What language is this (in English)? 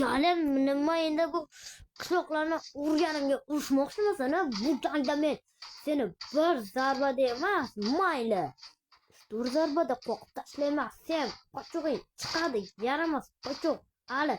Uzbek